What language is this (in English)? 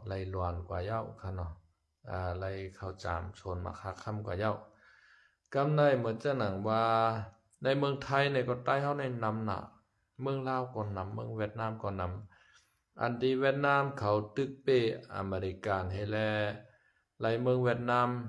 Shan